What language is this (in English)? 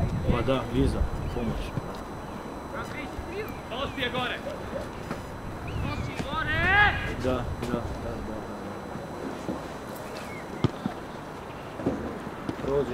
Croatian